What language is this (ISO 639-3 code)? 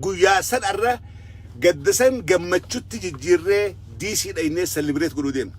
orm